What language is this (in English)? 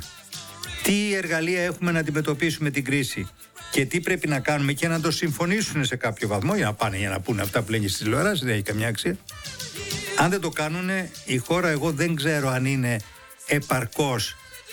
Greek